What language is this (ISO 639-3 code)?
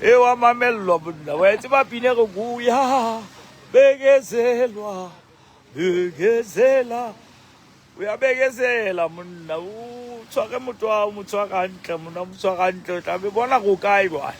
sot